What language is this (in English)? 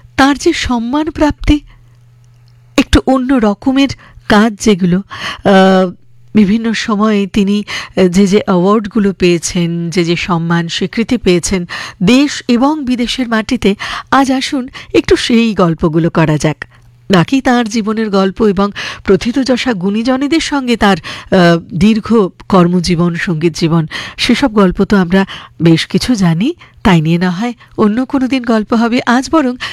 Bangla